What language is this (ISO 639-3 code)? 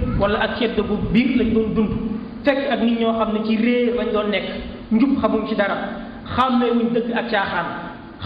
wol